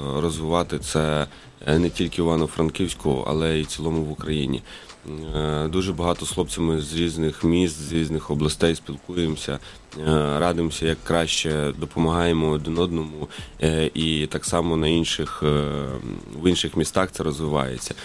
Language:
Ukrainian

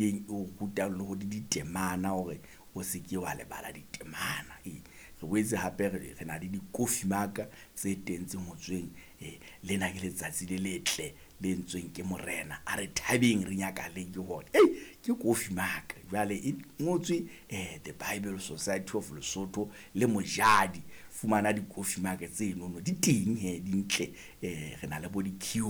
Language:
Southern Sotho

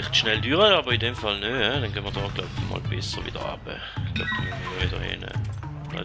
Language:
Swiss German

